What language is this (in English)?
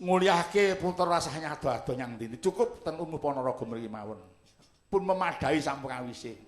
Javanese